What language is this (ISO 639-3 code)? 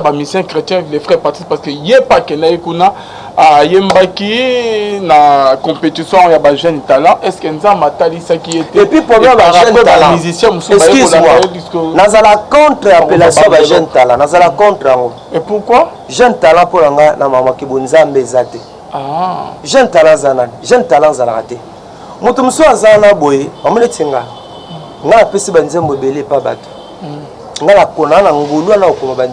lin